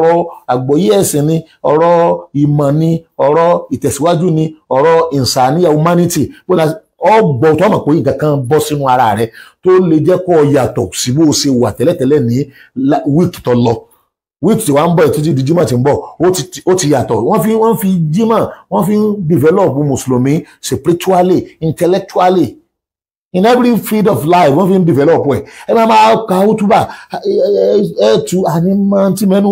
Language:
Yoruba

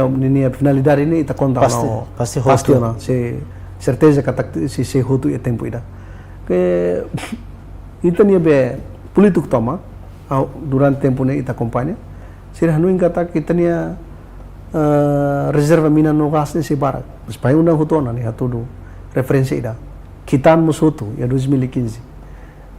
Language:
Tetum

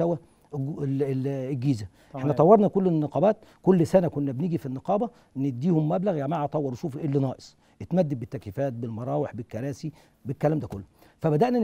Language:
Egyptian Arabic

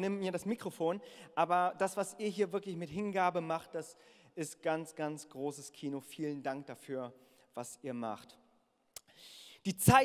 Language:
German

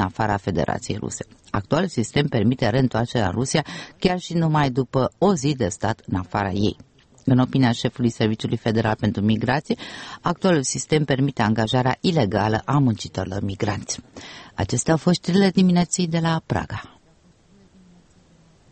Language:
Romanian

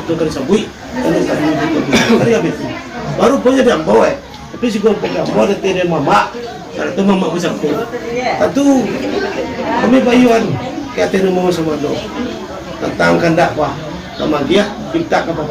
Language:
Minangkabau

